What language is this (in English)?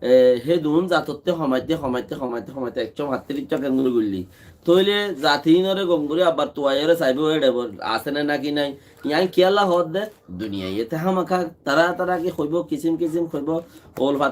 Rohingya